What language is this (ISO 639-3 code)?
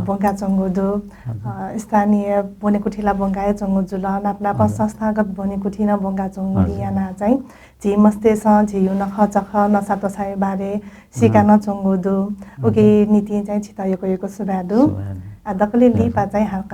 new